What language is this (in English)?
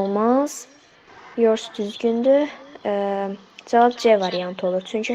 Azerbaijani